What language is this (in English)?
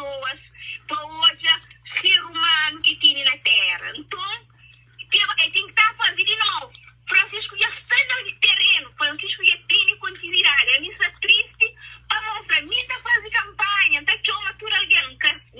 Kabuverdianu